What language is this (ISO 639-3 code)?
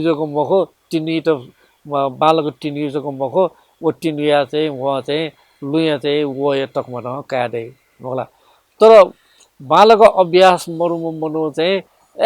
new